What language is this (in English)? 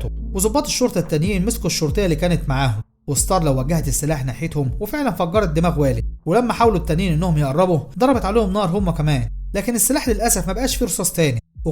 Egyptian Arabic